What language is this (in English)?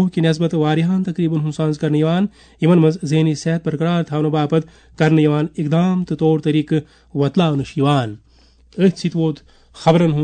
Kashmiri